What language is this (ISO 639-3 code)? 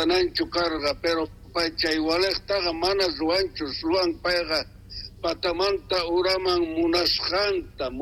quh